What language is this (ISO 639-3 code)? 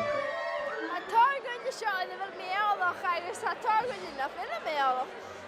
gla